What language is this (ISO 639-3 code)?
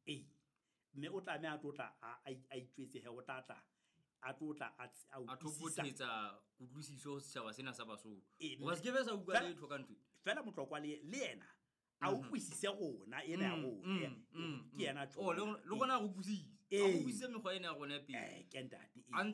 sot